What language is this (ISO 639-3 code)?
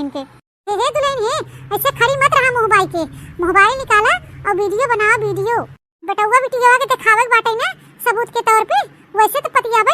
awa